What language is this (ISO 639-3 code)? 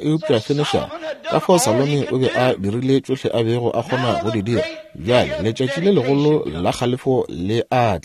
nso